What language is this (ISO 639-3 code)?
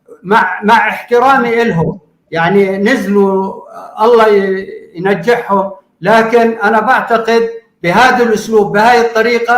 apc